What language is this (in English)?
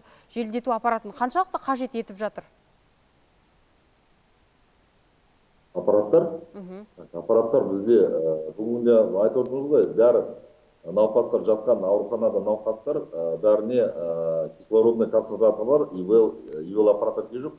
Kazakh